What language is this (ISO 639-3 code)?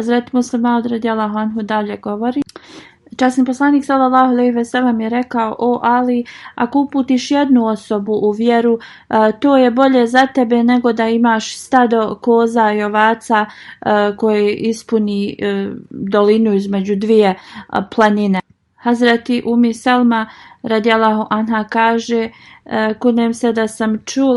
bos